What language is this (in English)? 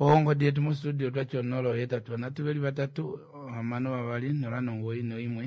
Kuanyama